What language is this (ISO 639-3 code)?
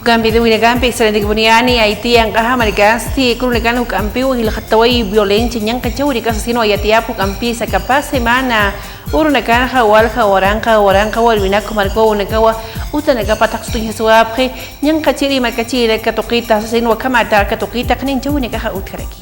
aym